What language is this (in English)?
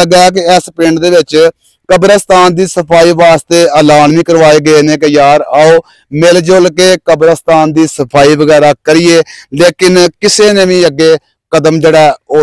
Punjabi